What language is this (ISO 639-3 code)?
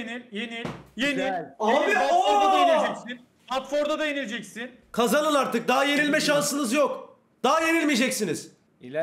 tur